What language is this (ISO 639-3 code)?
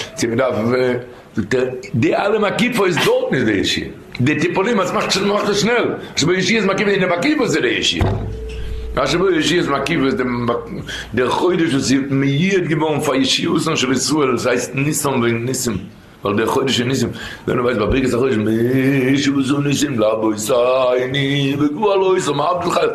yid